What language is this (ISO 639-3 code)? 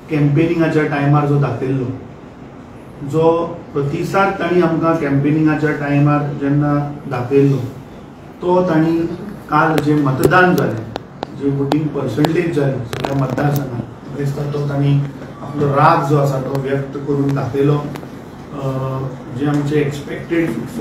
kok